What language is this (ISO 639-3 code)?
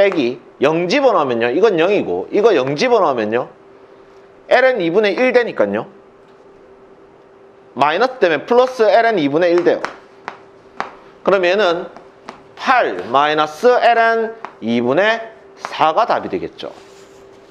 kor